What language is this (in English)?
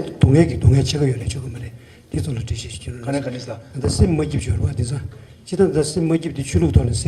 Tibetan